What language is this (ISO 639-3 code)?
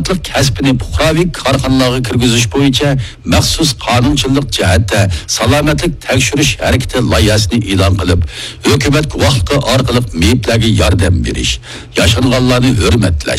uig